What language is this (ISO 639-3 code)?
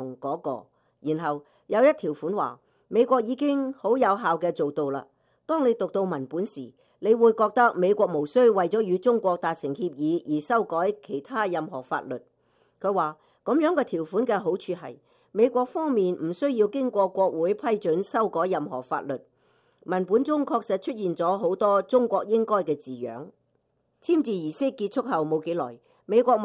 yue